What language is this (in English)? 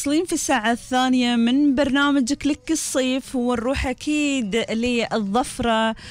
Gulf Arabic